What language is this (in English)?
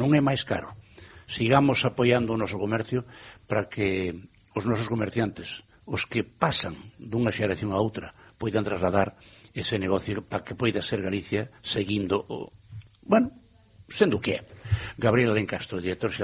Galician